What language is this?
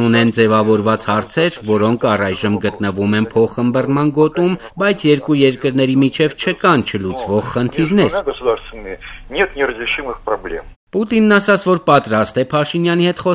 Armenian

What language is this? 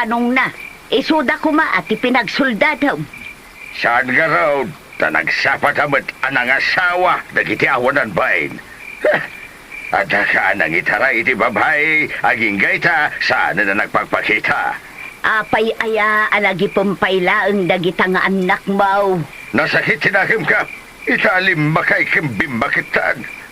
Iloko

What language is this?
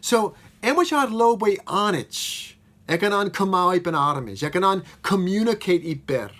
Marshallese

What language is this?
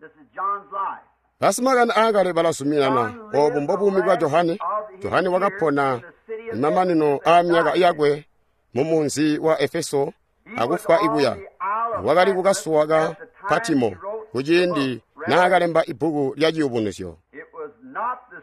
Tonga (Zambia)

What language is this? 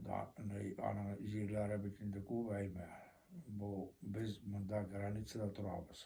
Bashkir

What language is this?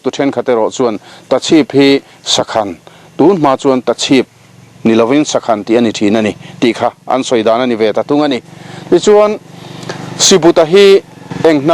Mizo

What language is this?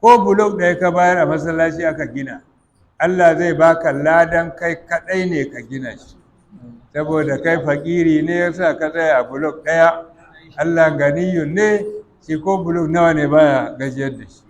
Hausa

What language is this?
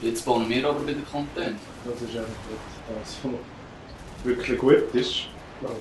Swiss German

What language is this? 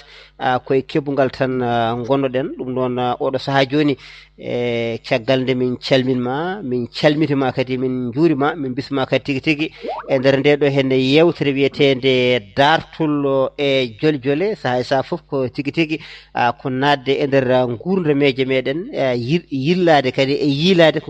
Fula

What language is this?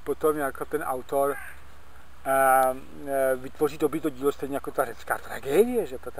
Czech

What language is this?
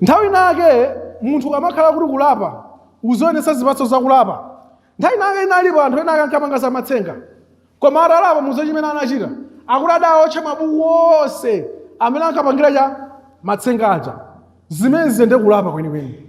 Nyanja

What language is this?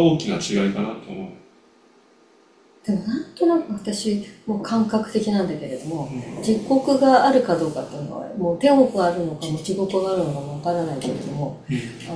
Japanese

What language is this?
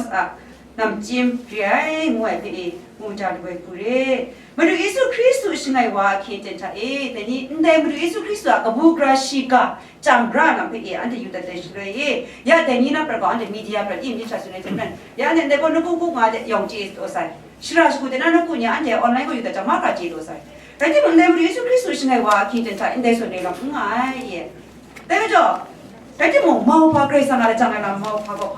Kachin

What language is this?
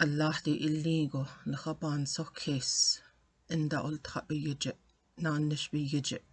Navajo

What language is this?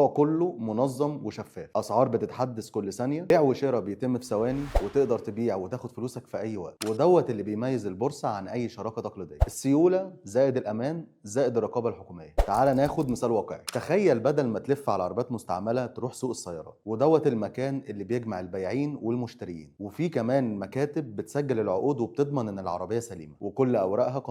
Egyptian Arabic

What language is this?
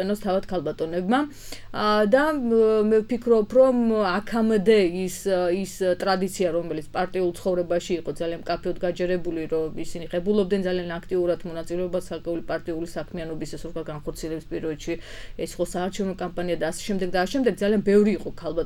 Georgian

